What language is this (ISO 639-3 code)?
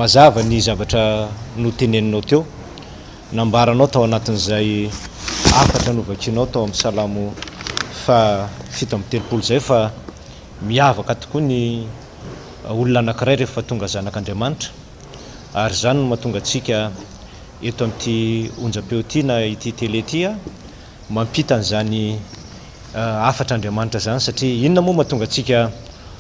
mlg